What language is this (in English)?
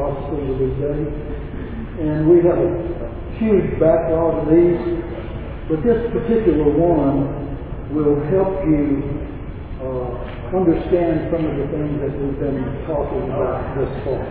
English